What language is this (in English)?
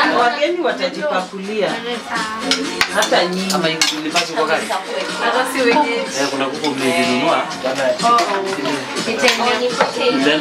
Swahili